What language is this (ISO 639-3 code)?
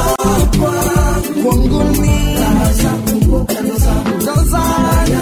swa